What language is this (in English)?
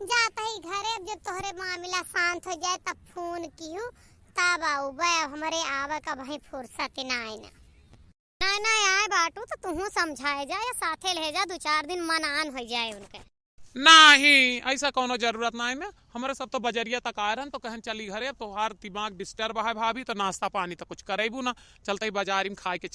Awadhi